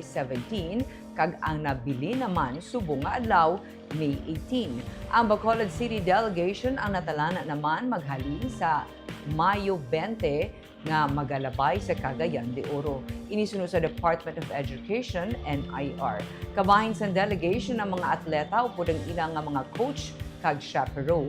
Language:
Hiligaynon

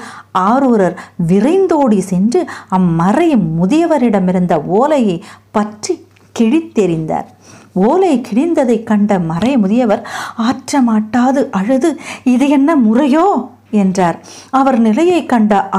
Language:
Tamil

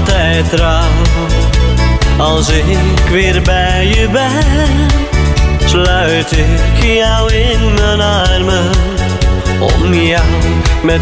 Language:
Dutch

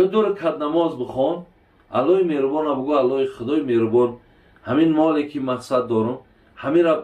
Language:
Tajik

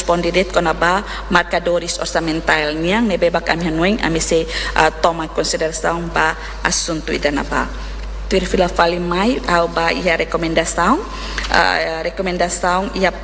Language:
Tetum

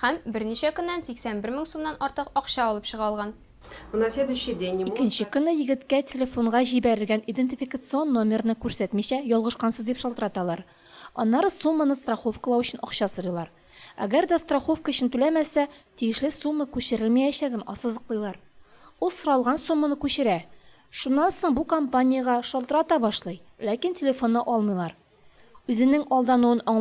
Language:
Tatar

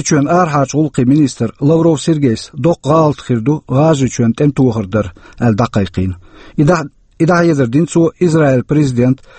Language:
Chechen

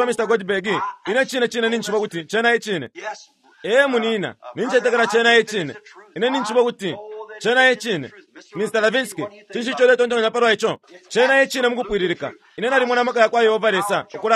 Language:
Bemba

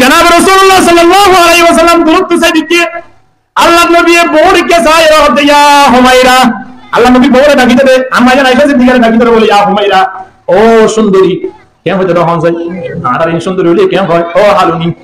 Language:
Rohingya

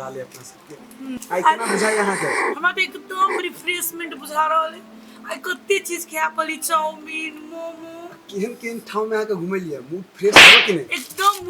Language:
Maithili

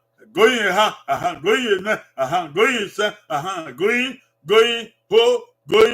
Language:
Bini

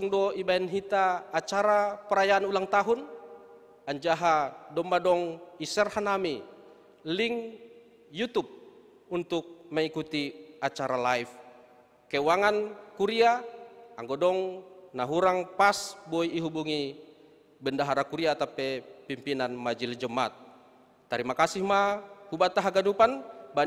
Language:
Batak Simalungun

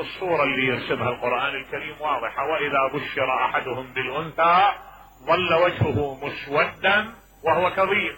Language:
Mesopotamian Arabic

